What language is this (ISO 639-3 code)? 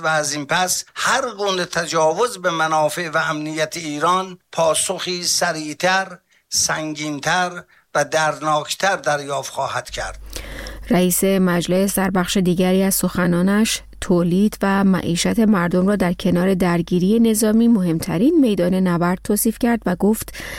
fas